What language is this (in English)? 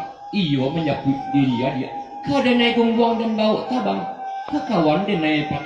Minangkabau